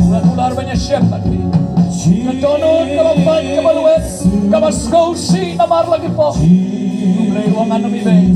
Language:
Khasi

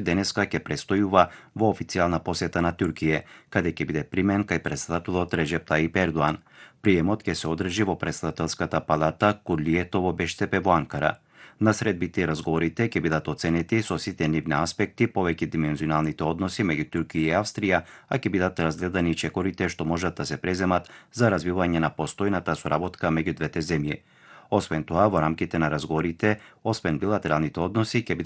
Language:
Macedonian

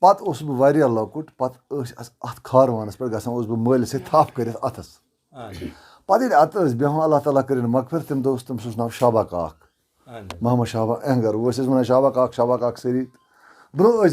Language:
Kashmiri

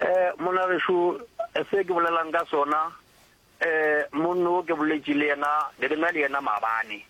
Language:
Northern Sotho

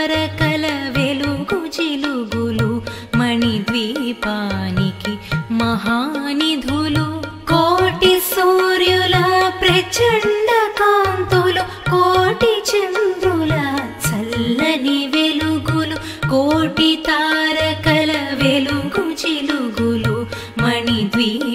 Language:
Telugu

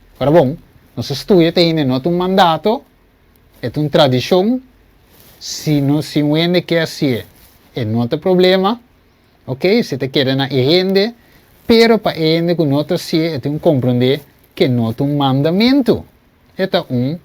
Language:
Papiamento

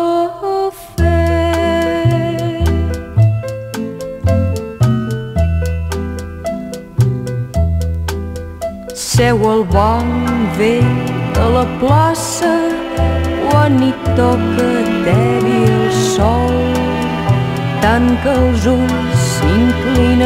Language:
Catalan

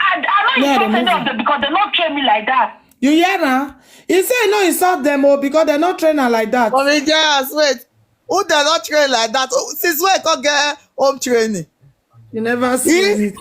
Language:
Nigerian Pidgin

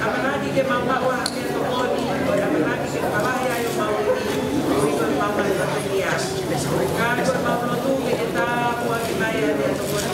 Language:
Tongan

